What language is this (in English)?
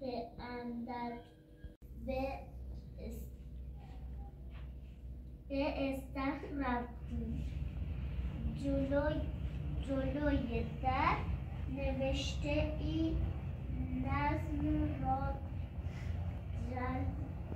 Persian